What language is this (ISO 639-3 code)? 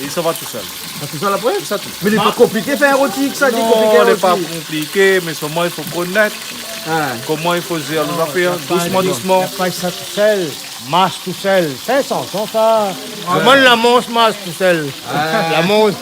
rcf